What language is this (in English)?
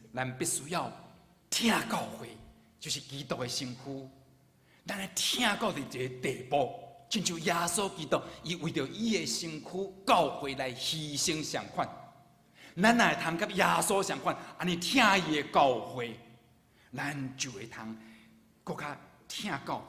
Min Nan Chinese